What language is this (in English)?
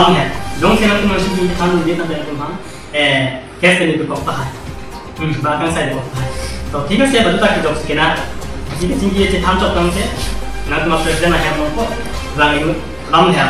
Karbi